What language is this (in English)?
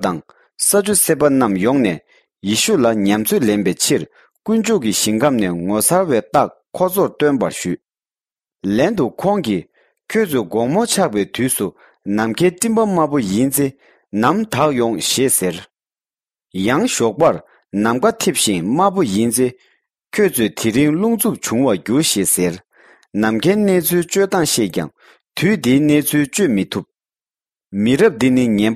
Tibetan